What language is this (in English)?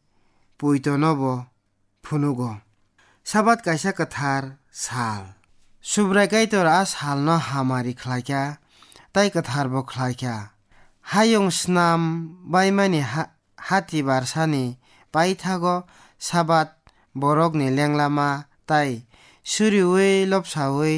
Kok Borok